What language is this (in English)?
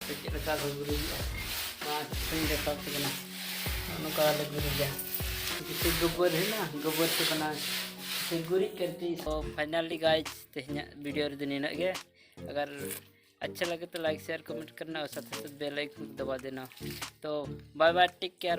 Santali